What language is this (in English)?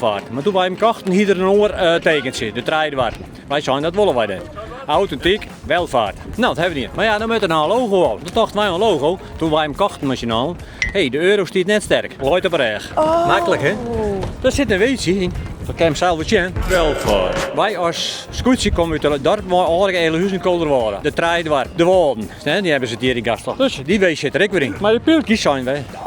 Western Frisian